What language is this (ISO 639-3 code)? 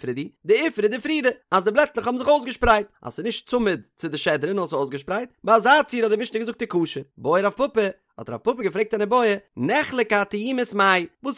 yid